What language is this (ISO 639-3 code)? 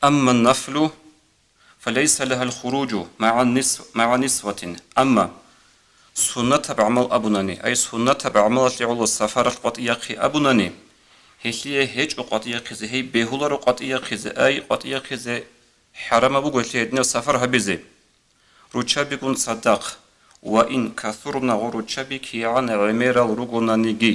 ava